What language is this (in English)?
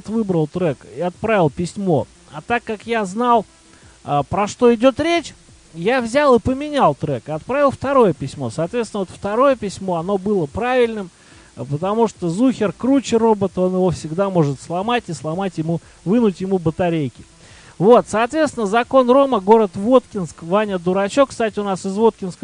Russian